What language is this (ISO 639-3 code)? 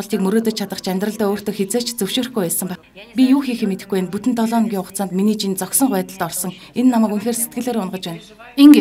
mon